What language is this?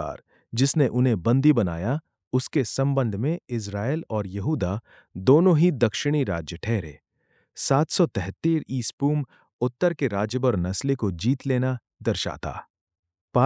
Hindi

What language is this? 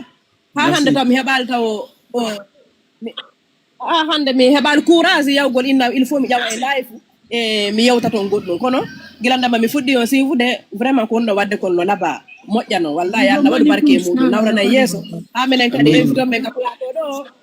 Fula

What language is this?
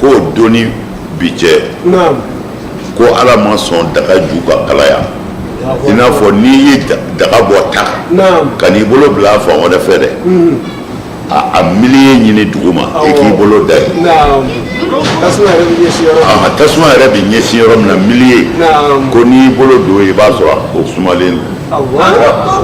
Bambara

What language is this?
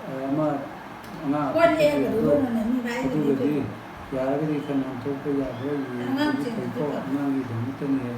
Manipuri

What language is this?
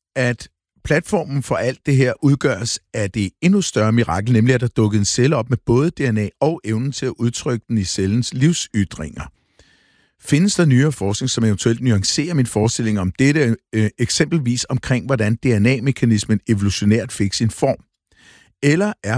Danish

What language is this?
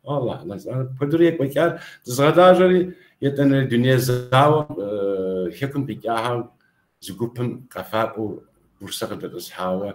Kabardian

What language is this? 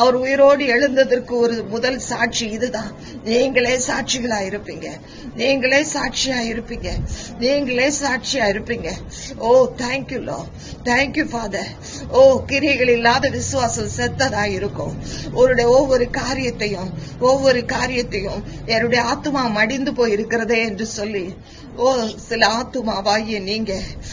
Tamil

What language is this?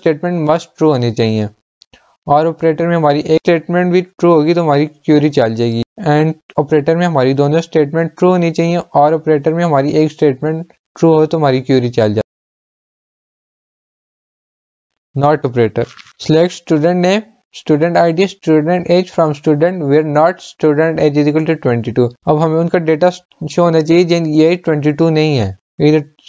Hindi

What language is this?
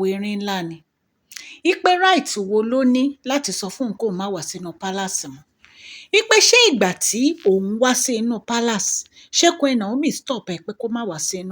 Yoruba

